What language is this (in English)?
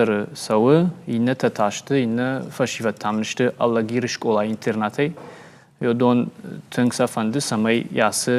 Ossetic